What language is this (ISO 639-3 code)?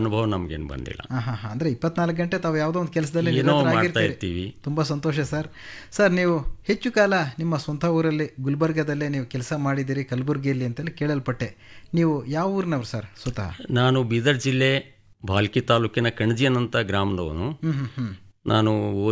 kan